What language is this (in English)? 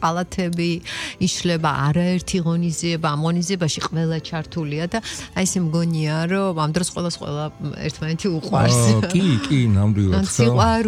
Georgian